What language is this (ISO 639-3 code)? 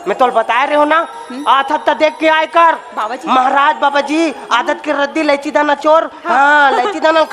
hne